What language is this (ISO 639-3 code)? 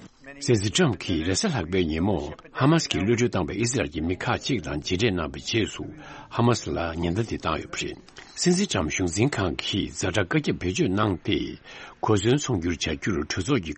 bod